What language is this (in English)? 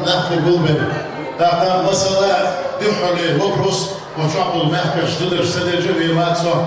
Chechen